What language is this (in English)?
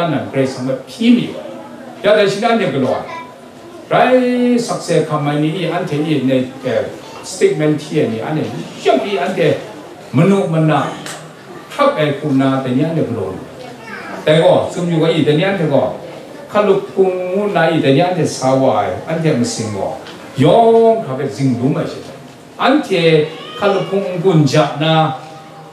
Kachin